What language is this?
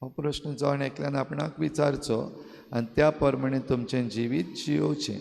Konkani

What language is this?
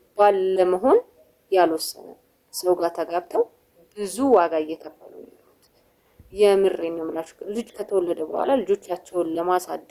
Amharic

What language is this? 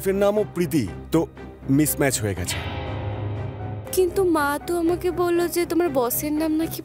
Bangla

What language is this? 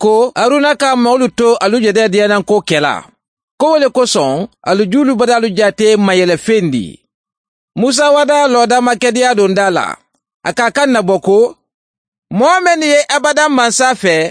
Mandingo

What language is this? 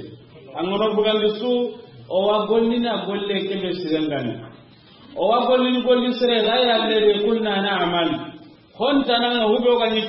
Soninke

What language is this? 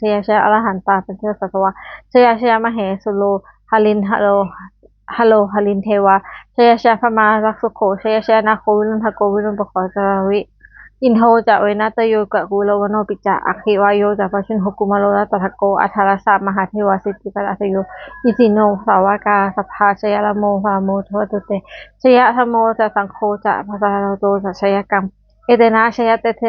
Pali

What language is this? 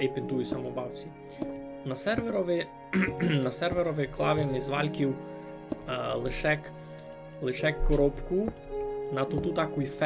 Rusyn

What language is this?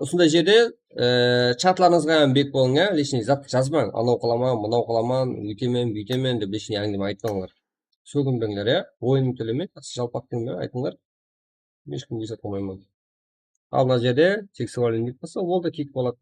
Kara-Kalpak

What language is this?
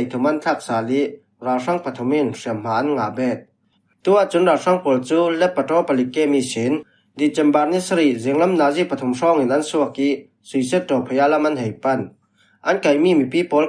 Falam Chin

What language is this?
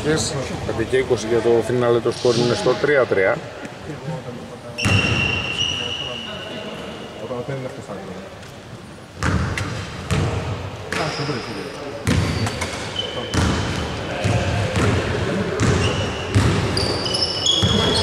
Greek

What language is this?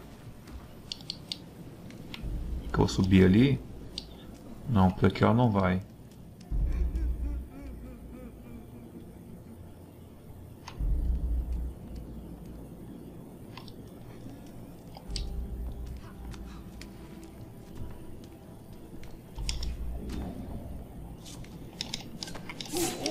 Portuguese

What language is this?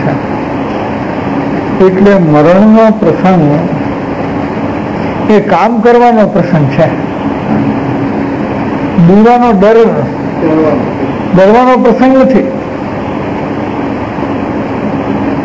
Gujarati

